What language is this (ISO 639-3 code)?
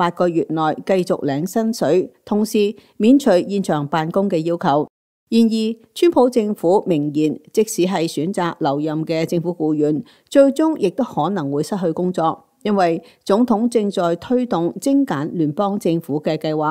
yue